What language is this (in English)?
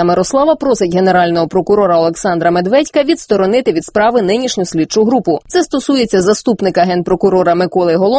Ukrainian